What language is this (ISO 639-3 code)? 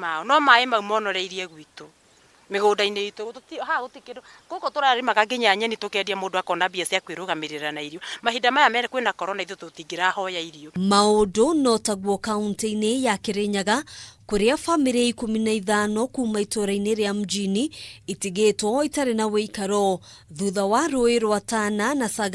kik